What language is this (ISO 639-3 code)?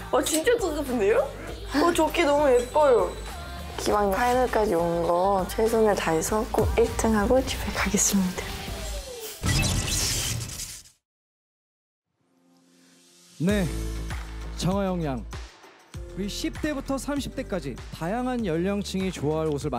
kor